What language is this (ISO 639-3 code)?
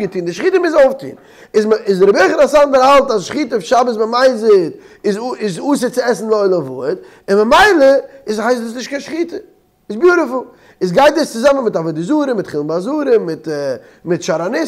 yid